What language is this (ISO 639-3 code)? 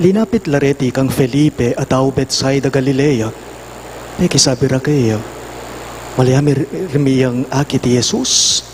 pam